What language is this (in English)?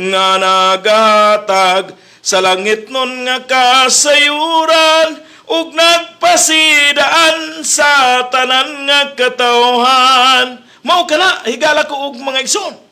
Cebuano